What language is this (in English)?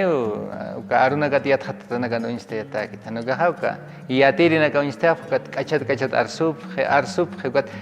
Aymara